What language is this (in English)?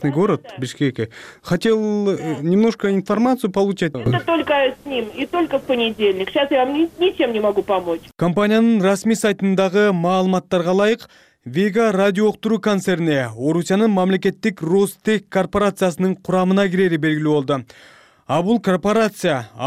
Kyrgyz